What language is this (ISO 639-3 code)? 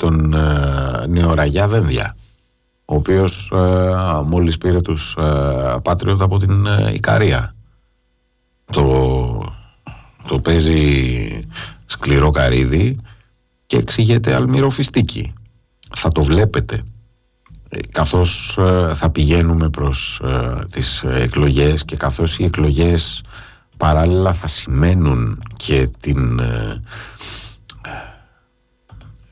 ell